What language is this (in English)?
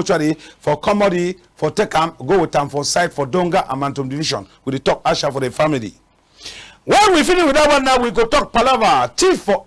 Cameroon Pidgin